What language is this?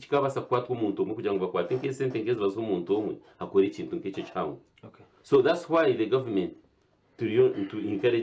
Nyankole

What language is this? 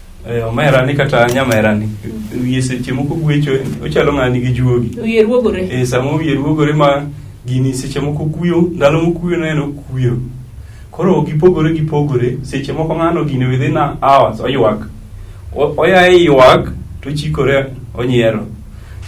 Luo (Kenya and Tanzania)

